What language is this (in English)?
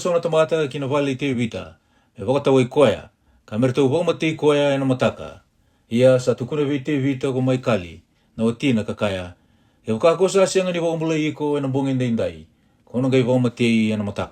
Fijian